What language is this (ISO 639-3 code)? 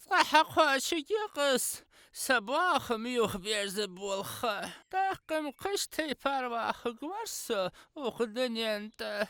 inh